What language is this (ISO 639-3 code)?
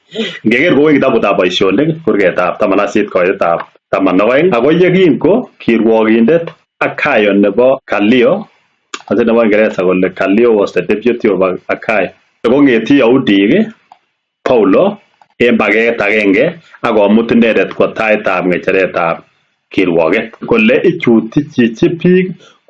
kln